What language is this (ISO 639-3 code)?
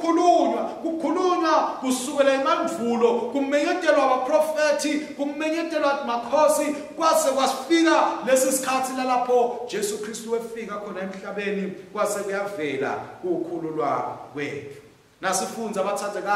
ssw